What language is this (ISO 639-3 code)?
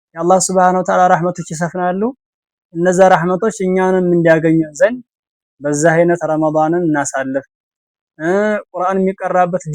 amh